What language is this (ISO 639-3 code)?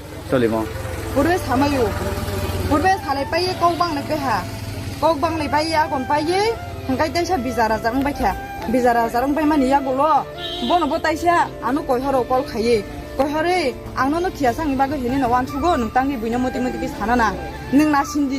trp